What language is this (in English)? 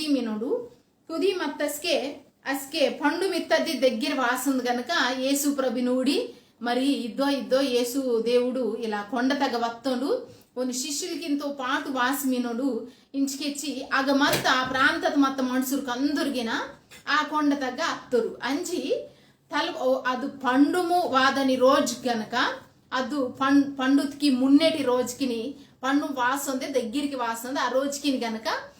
Koya